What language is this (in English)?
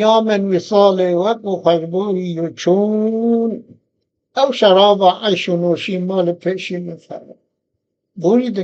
Kurdish